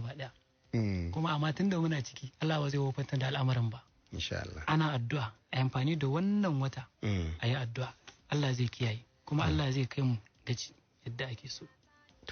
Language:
Hausa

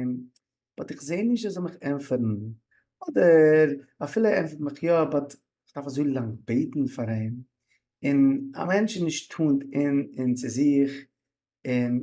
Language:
Yiddish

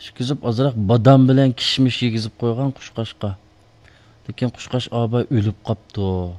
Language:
Uyghur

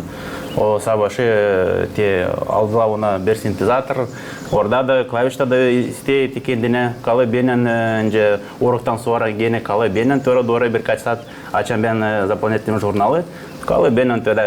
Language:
Gagauz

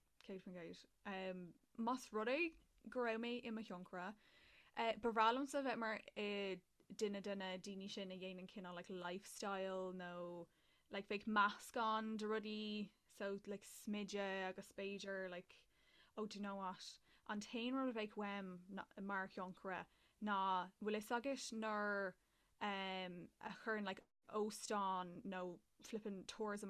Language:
Irish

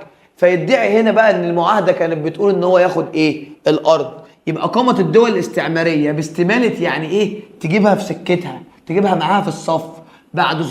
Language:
Egyptian Arabic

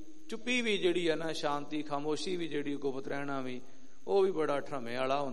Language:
Punjabi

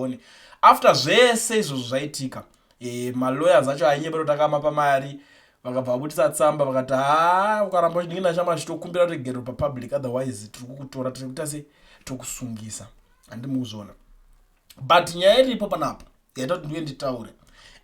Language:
Shona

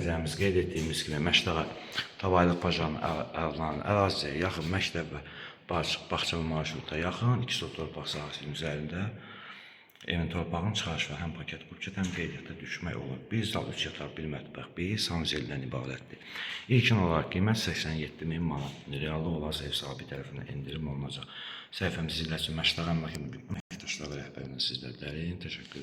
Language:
Azerbaijani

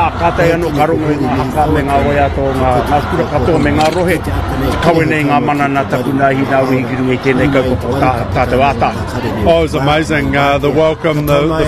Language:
Māori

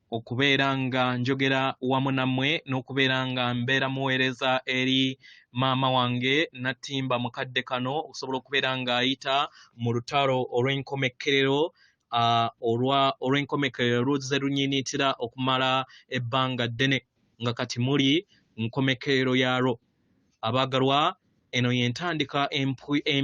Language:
Ganda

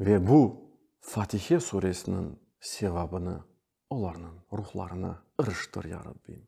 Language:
Crimean Tatar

